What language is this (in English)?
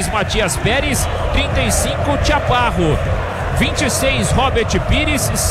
Portuguese